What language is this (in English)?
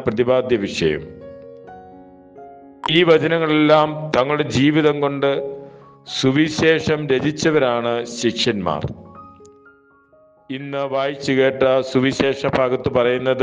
Malayalam